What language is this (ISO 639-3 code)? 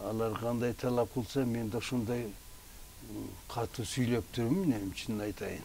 kir